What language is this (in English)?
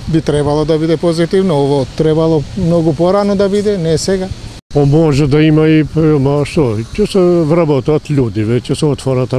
Macedonian